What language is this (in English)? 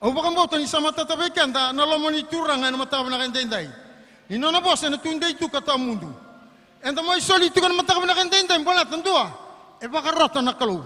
Fijian